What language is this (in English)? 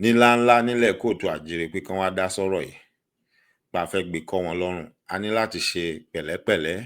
Yoruba